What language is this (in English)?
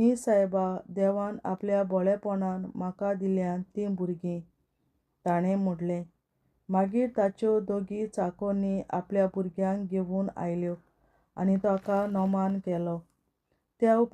Konkani